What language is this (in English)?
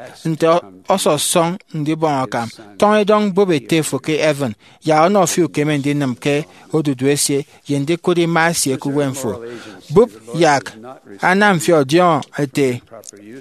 Efik